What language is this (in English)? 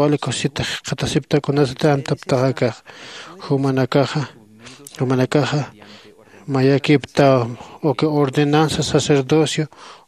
Aymara